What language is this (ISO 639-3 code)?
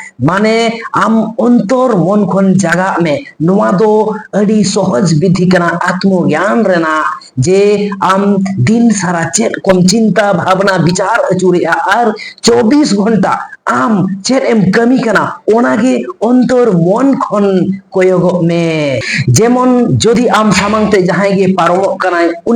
sat